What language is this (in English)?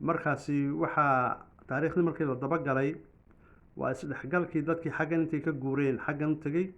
Somali